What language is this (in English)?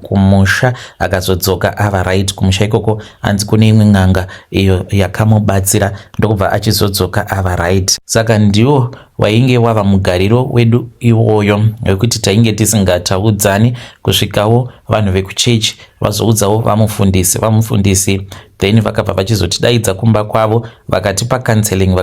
Shona